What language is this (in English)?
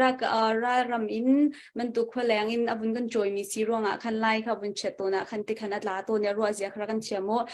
Hakha Chin